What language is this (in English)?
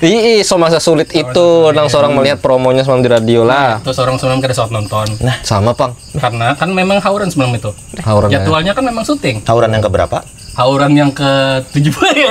Banjar